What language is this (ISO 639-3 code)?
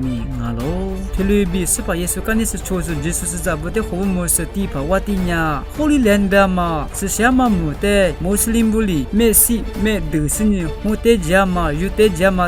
lis